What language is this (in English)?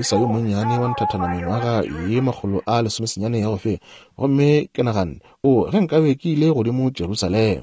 Northern Sotho